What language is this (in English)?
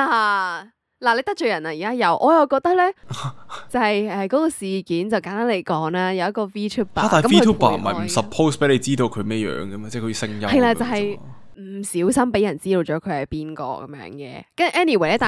Cantonese